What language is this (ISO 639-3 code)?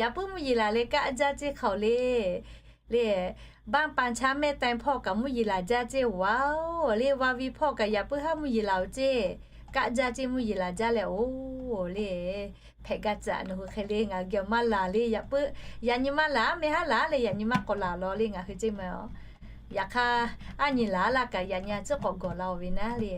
lhu